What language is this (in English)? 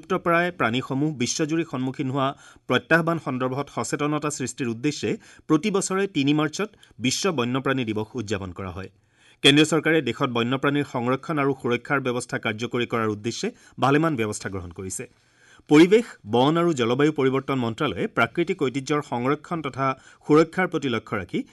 Assamese